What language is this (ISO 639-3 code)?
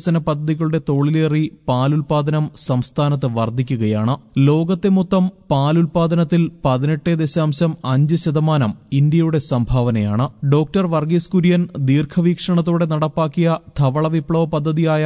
mal